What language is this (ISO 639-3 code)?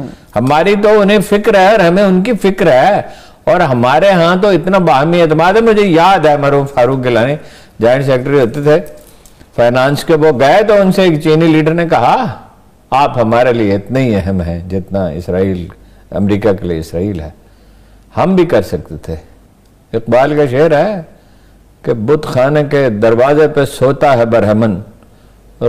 urd